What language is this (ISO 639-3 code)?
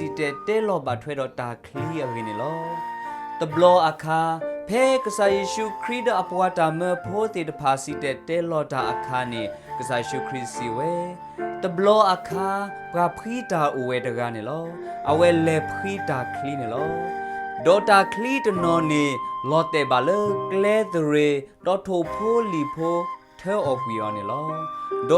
ksw